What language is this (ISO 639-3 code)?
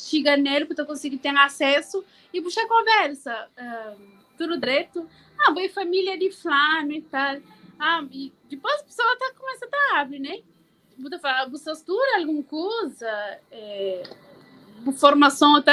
kea